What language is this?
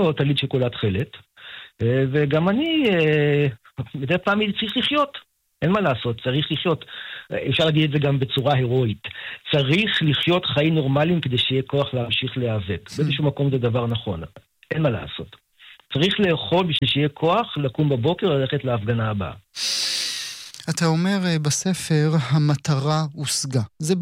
Hebrew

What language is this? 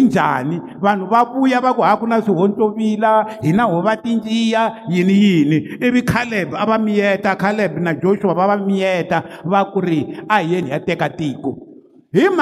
Tsonga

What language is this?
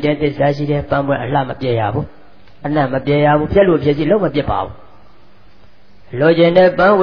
Burmese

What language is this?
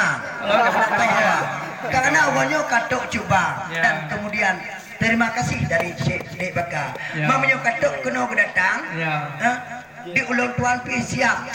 Achinese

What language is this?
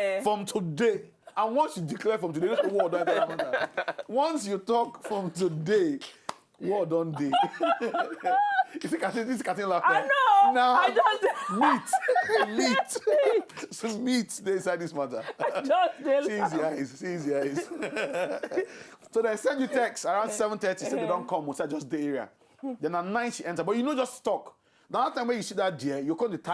Nigerian Pidgin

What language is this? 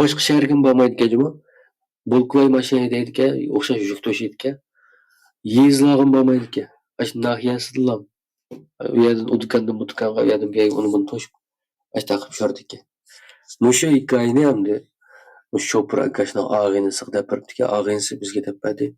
Uyghur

